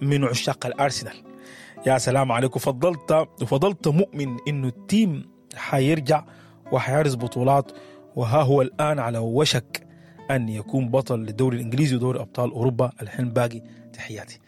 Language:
Sudanese Arabic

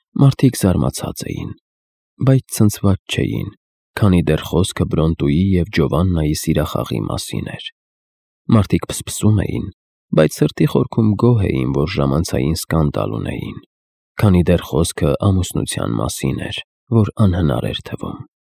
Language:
Armenian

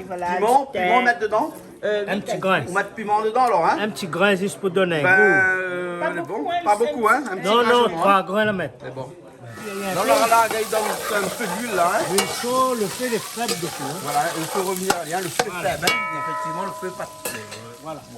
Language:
Réunion Creole French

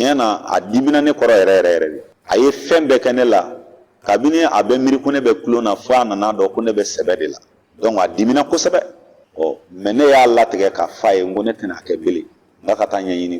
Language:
Bambara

